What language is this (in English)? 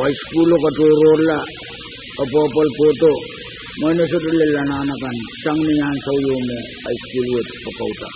Pohnpeian